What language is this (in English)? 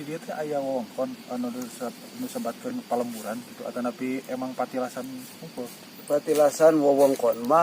Sundanese